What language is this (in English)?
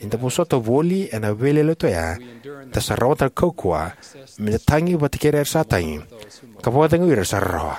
Fijian